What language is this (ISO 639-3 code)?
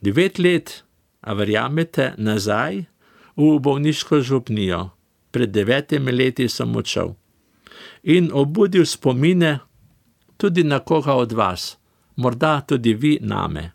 slv